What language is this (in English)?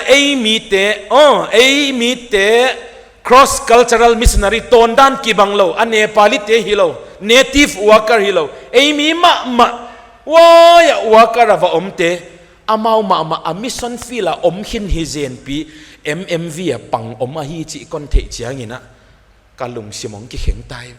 Paite Chin